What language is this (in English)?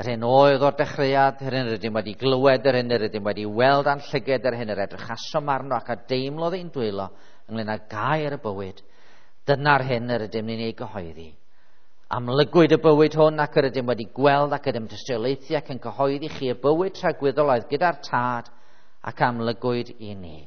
Welsh